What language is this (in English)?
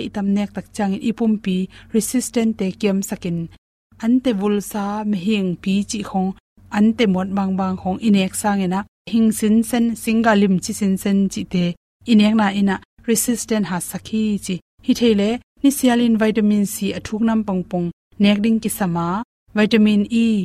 Tedim Chin